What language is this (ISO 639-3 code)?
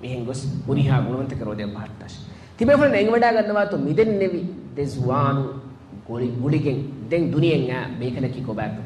div